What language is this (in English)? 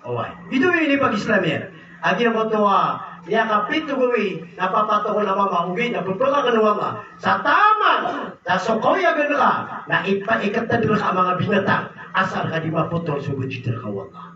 Maranao